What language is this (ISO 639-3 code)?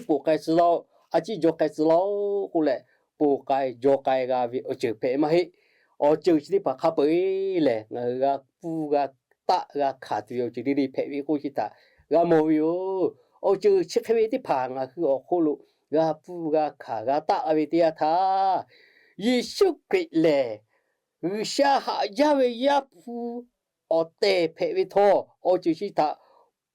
lhu